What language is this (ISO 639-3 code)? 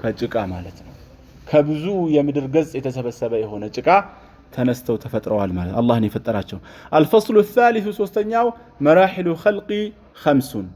amh